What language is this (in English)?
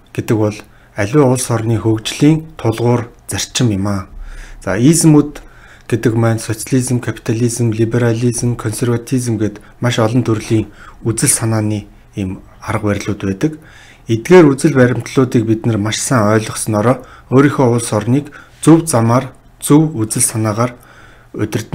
Mongolian